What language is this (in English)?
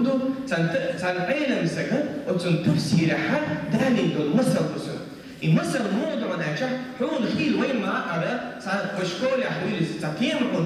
Chechen